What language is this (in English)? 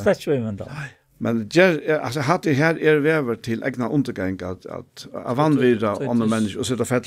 Faroese